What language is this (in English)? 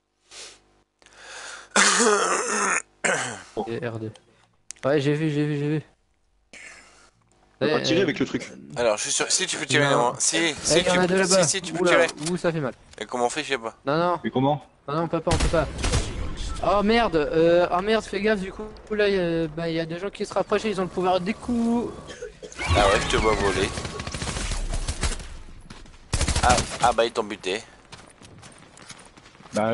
French